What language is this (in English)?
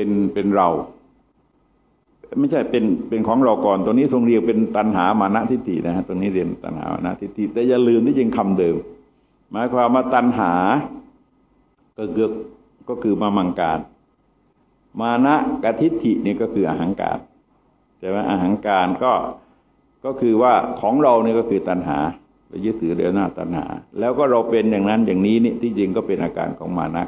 Thai